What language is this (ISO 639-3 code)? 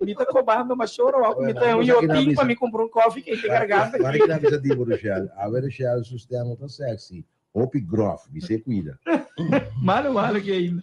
pap